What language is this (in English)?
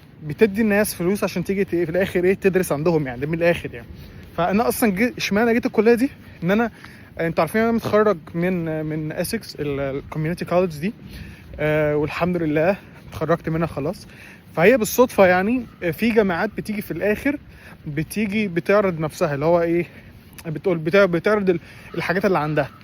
Egyptian Arabic